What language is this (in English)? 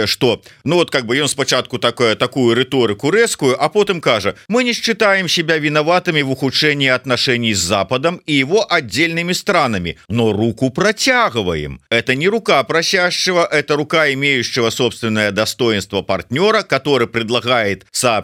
Belarusian